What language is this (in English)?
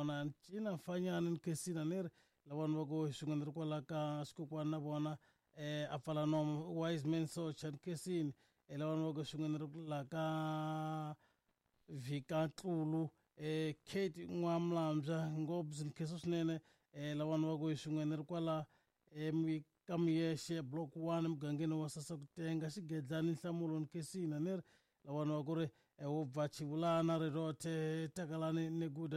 Tsonga